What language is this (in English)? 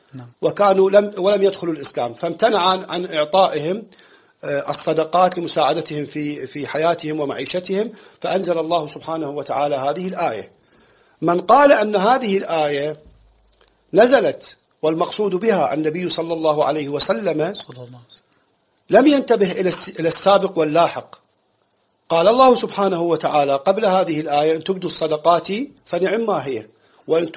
Arabic